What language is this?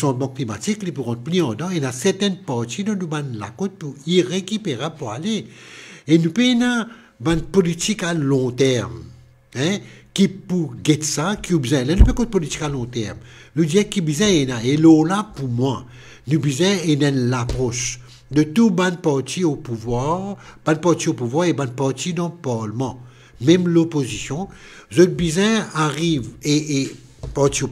Morisyen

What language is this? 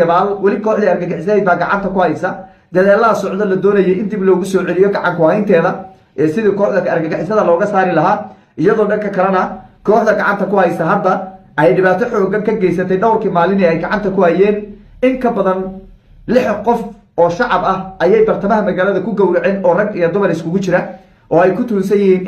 Somali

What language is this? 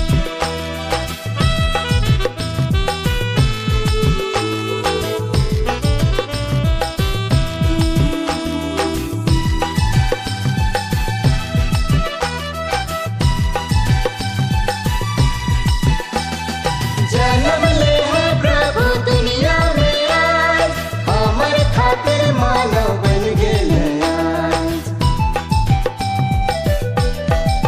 Sadri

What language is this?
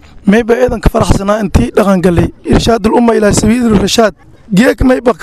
Somali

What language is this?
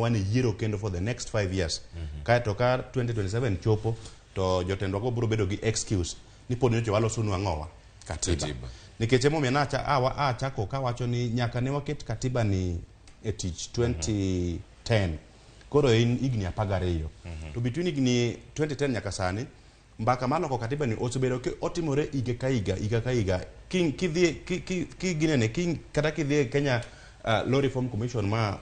Luo (Kenya and Tanzania)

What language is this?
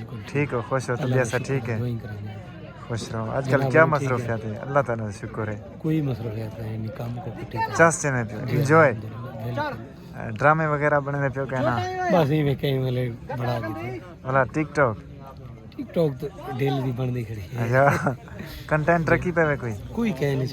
Saraiki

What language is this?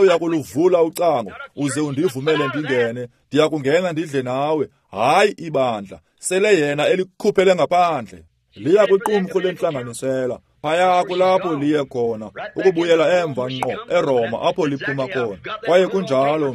Xhosa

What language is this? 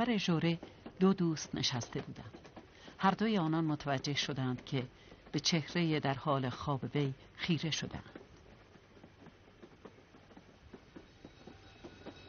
Persian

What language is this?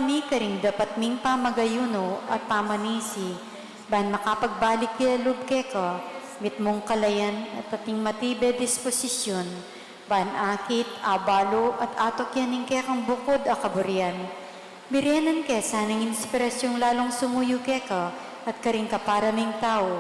Pampanga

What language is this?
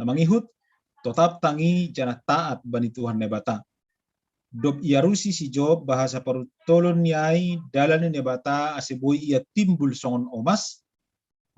Batak Simalungun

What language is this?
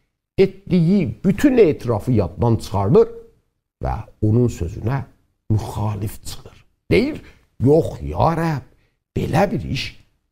South Azerbaijani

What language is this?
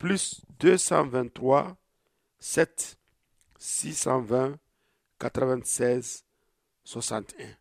Zarma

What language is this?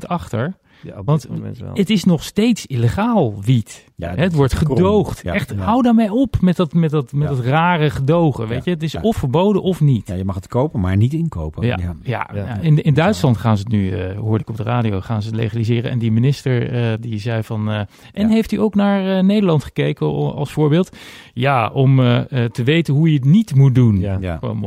Dutch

